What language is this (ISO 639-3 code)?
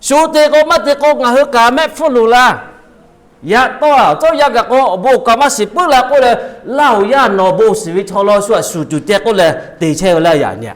lhu